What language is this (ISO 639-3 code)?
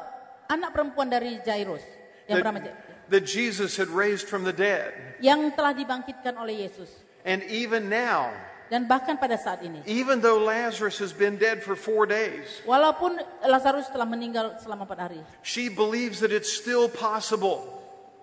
ind